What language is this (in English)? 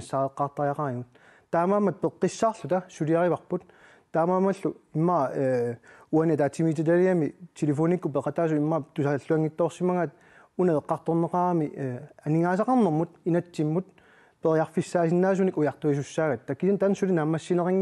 Kalaallisut